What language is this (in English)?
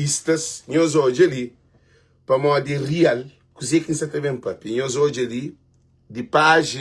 Kabuverdianu